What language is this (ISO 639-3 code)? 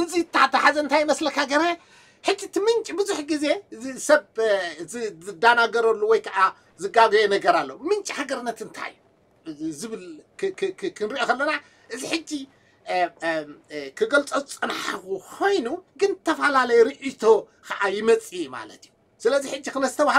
tir